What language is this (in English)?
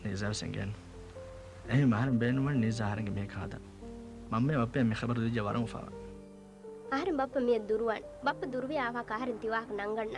Divehi